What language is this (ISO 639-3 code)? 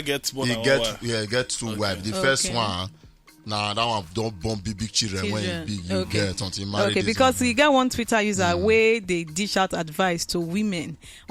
pcm